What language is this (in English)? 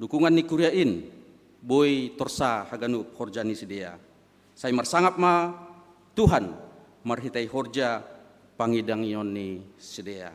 Batak Simalungun